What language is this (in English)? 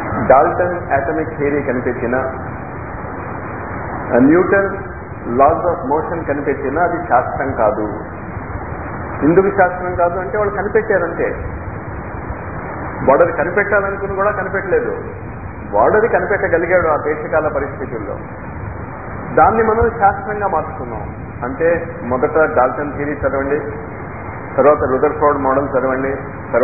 Telugu